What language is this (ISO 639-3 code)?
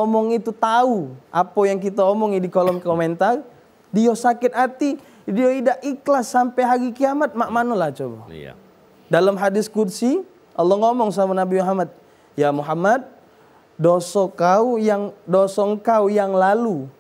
mui